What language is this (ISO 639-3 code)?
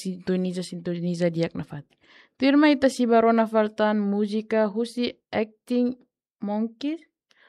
tet